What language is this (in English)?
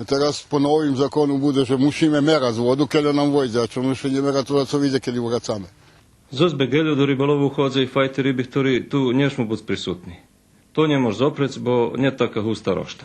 Rusyn